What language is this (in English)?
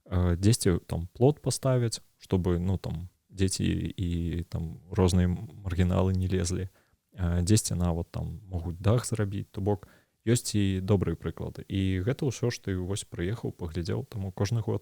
Belarusian